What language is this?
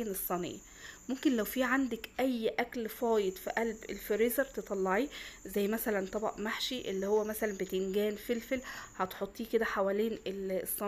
Egyptian Arabic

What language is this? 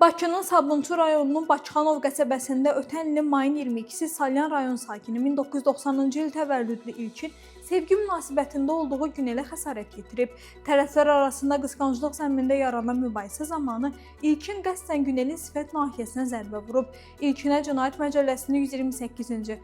Azerbaijani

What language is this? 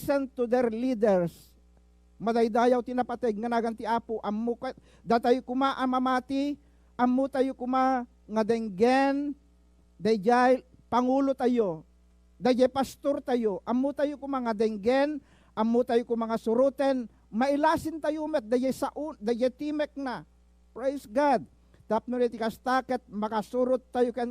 Iloko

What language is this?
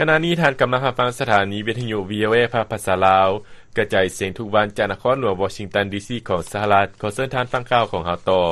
Lao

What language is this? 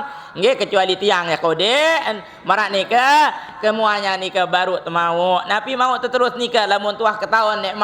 Sasak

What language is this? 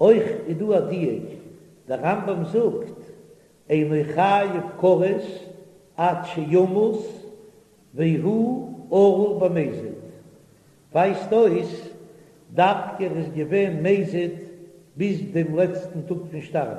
Yiddish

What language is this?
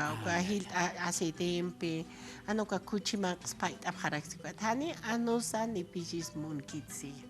Aymara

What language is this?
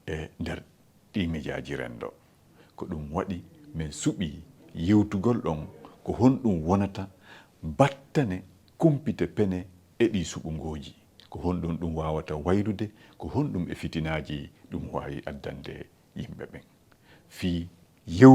Fula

